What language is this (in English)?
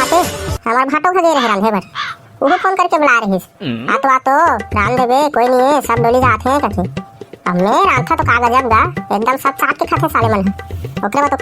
Chhattisgarhi